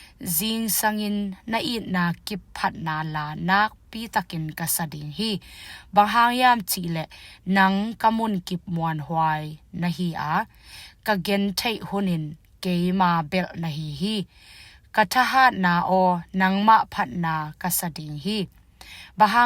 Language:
Tedim Chin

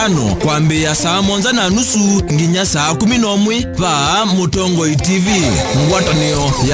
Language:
Kamba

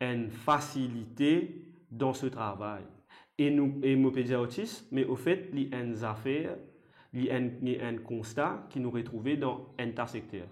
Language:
Morisyen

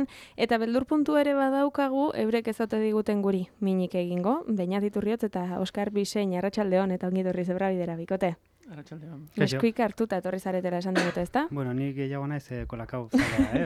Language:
Basque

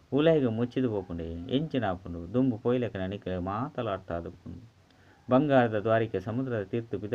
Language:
Tulu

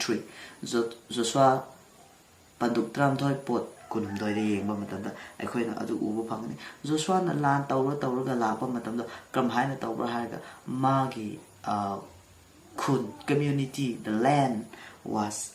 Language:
Manipuri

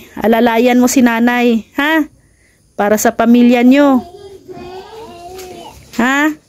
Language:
Filipino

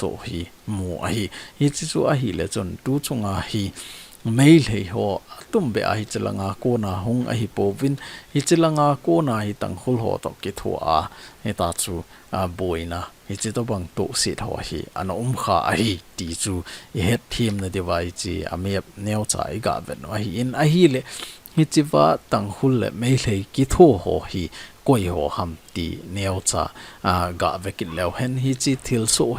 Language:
Thado Chin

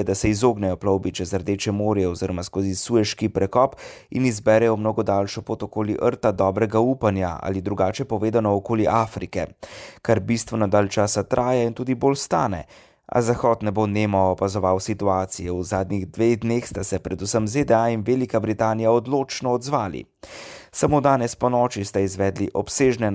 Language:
Slovenian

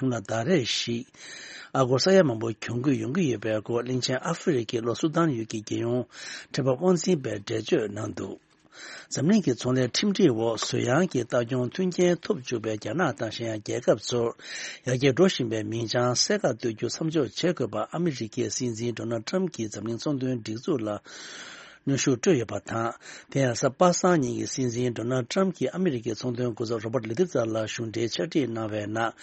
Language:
Tibetan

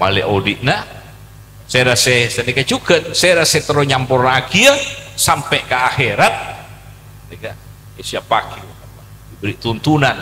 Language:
Madurese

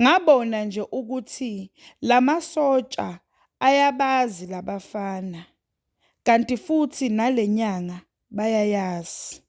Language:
Zulu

